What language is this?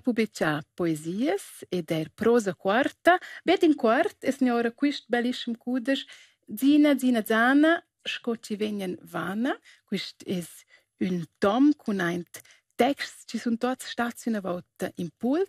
Romansh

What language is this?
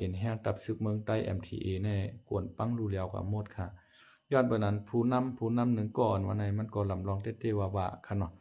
Lao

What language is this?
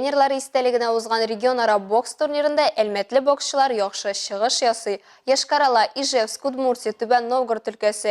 Tatar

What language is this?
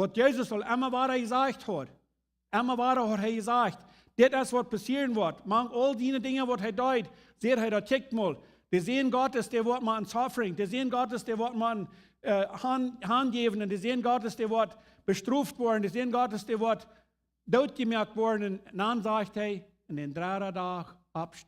Plautdietsch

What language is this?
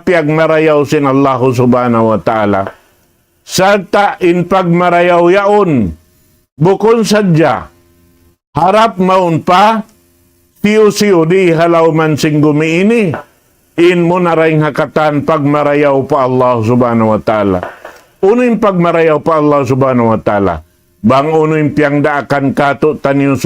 Tausug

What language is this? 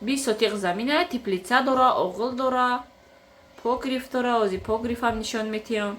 Tajik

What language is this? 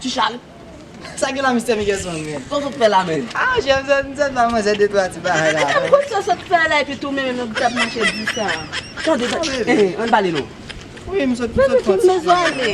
Haitian Creole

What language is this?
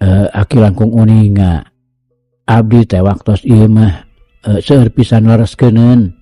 Sundanese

